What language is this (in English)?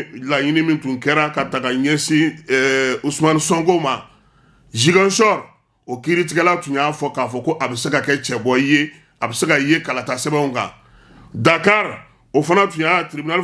Bambara